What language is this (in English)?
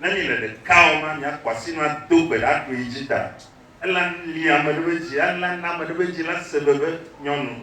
Ewe